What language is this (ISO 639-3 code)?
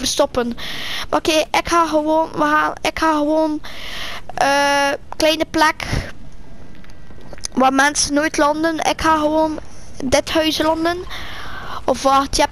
nld